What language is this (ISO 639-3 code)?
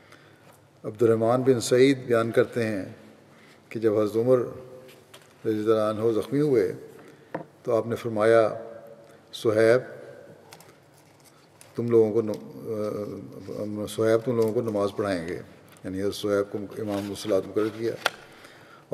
urd